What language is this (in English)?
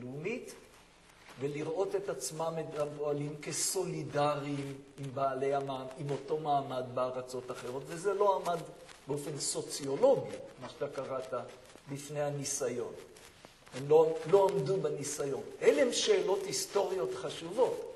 Hebrew